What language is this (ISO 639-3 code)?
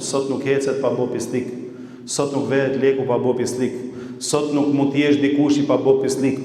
sqi